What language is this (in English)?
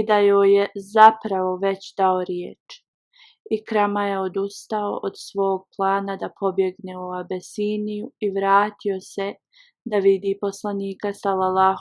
Bosnian